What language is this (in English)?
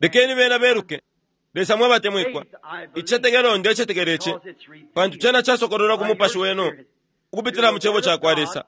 Bemba